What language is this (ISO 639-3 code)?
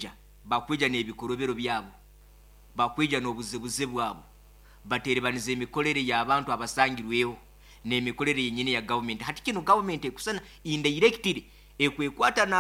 nyo